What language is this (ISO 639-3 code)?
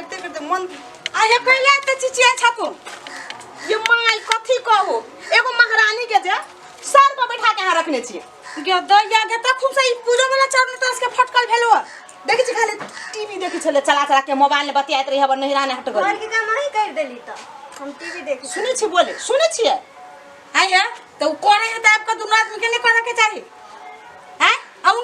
mai